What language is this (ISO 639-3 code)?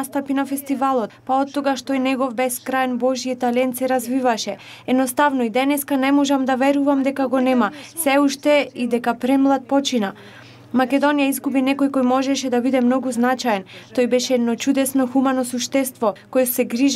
mkd